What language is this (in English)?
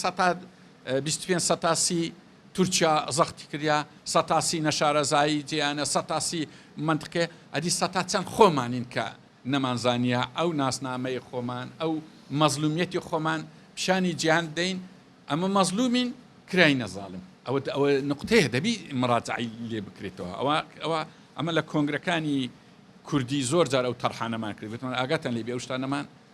Central Kurdish